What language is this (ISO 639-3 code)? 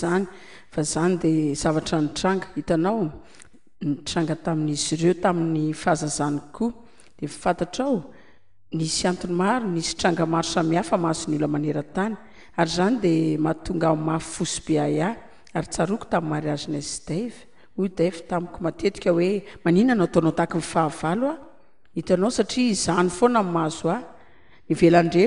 mlg